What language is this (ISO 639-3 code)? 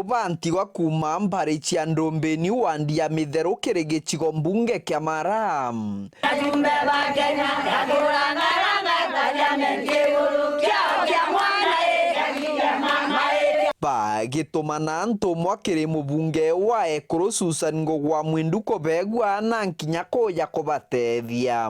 mer